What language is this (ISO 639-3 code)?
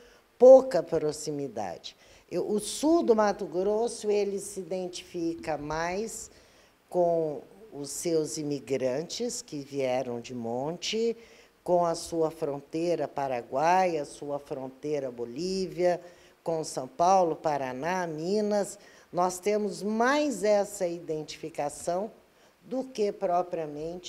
por